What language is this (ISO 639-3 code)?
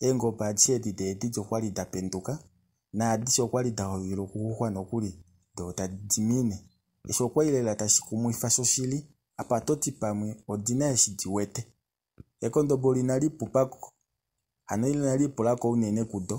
kua